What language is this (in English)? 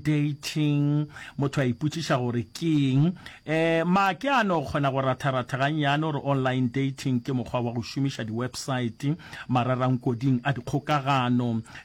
Northern Sotho